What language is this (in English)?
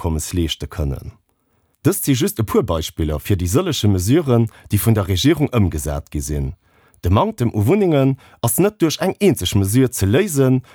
Luxembourgish